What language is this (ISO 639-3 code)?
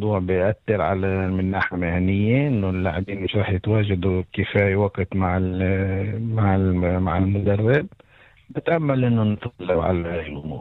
apc